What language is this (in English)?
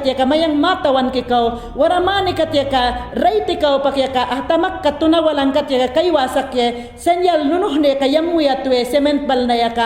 Mayangna